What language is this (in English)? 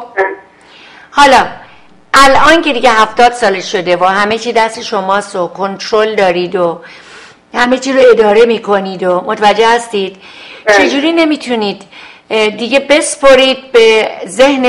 Persian